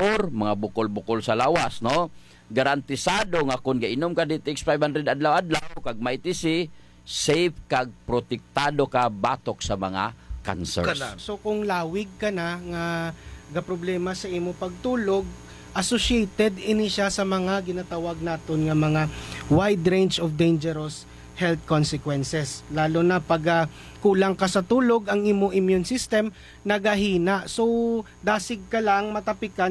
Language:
Hiligaynon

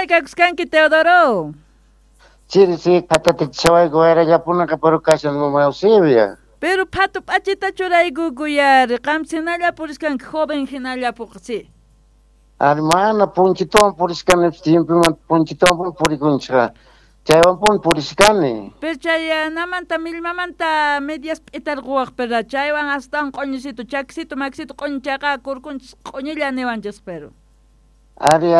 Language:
Quechua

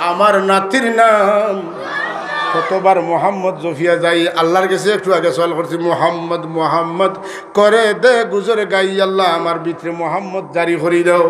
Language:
Sylheti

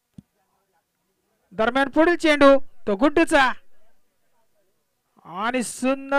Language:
Marathi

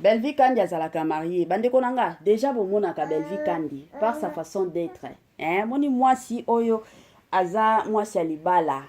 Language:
Lingala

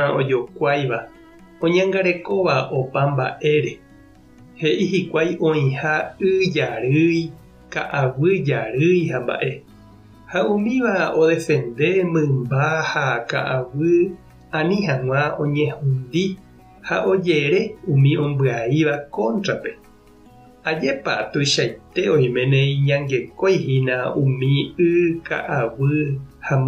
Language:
Guarani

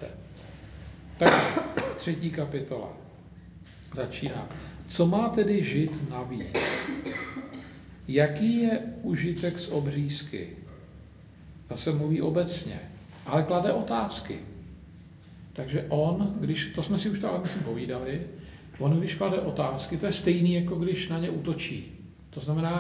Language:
Czech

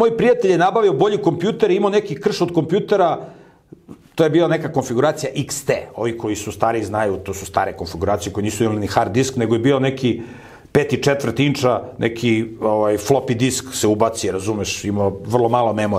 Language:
Serbian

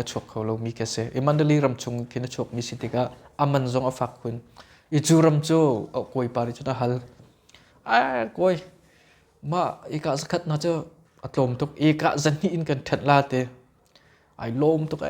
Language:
Hakha Chin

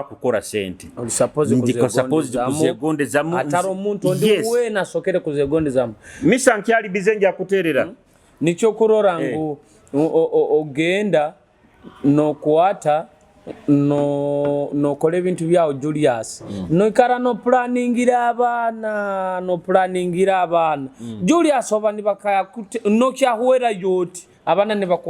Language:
Nyoro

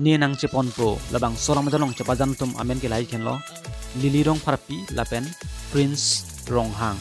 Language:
Karbi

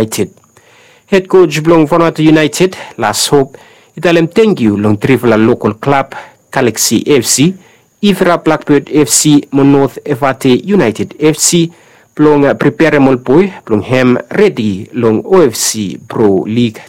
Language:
Bislama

